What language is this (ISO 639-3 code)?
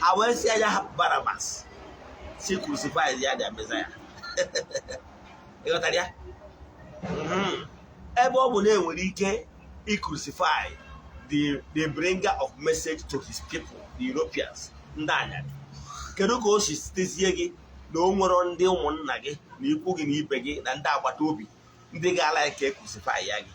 ibo